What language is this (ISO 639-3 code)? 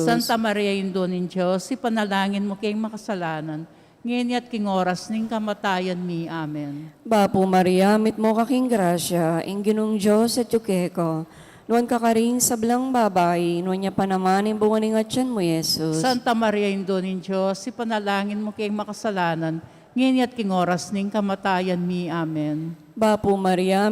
pam